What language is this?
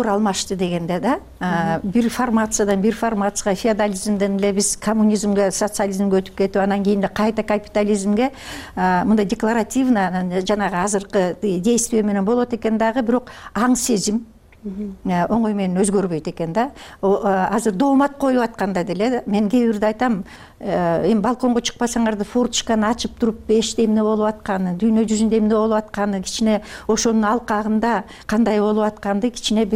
Kyrgyz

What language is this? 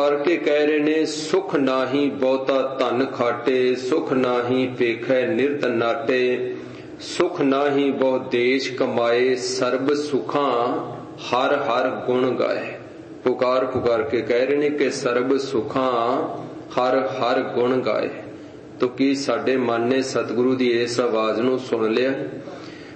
Punjabi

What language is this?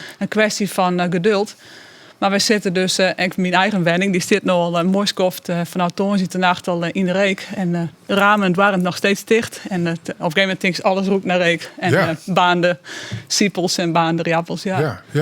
Western Frisian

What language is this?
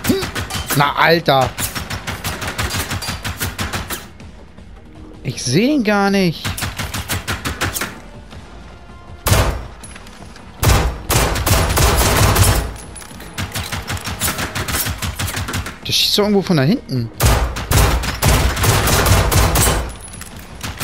German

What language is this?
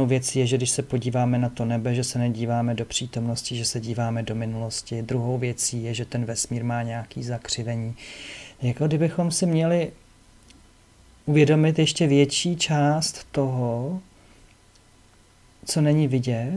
Czech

